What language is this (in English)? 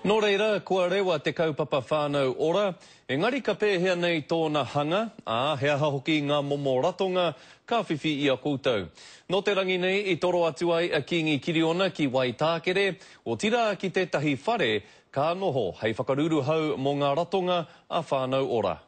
Māori